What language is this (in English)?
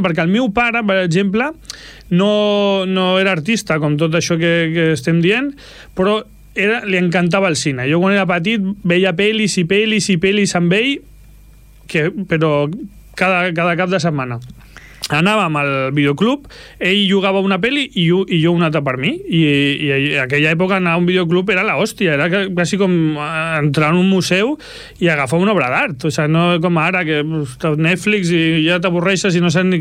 Catalan